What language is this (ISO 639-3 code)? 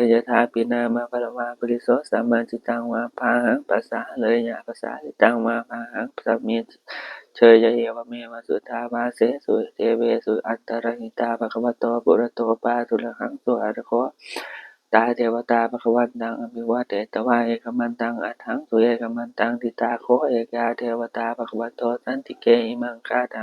pli